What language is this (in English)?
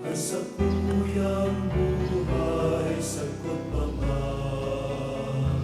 Bikol